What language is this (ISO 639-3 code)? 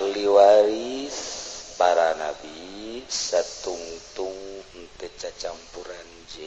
sun